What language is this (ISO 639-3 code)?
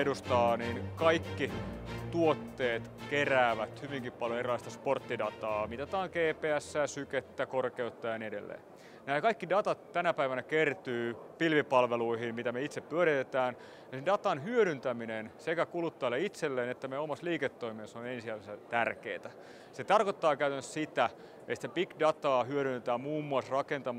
fin